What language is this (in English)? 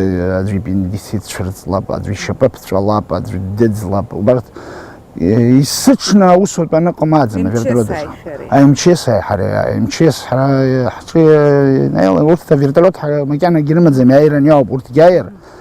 Abkhazian